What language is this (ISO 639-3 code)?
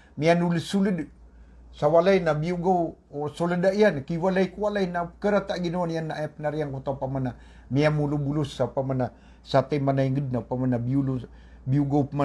mrw